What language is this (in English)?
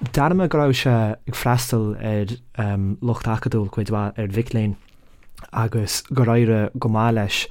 Irish